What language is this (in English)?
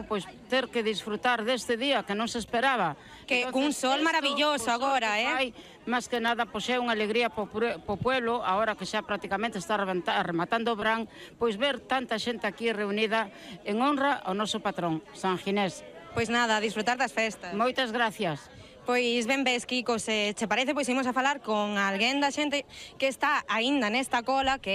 Galician